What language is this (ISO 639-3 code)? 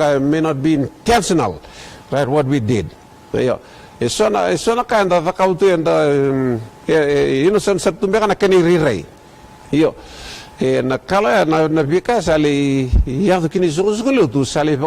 fij